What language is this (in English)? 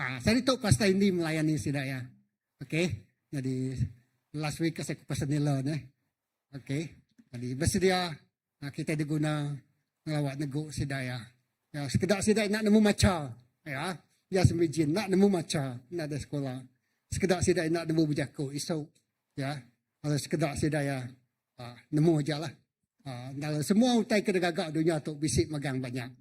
Iban